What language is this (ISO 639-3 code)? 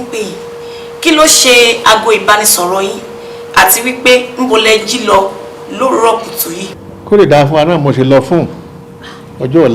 yor